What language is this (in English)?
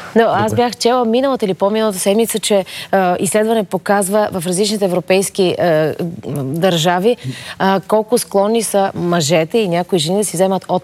Bulgarian